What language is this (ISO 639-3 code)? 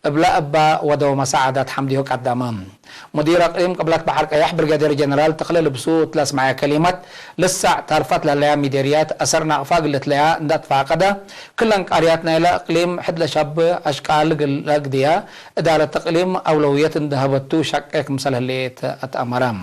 tig